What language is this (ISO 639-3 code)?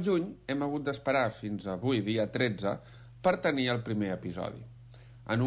cat